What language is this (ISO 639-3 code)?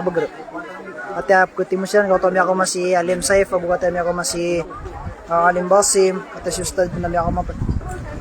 mrw